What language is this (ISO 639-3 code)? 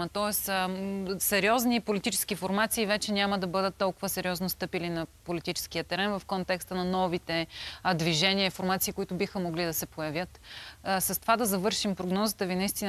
bul